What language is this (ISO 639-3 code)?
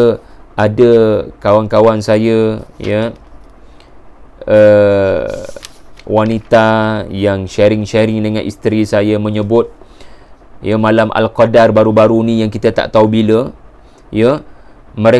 msa